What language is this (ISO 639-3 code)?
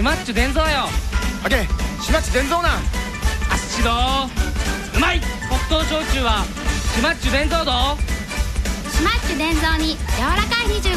jpn